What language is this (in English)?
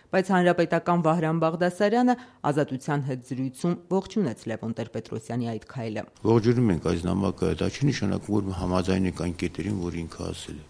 Armenian